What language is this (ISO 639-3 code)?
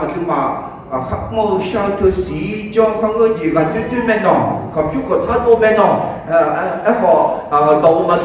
ahk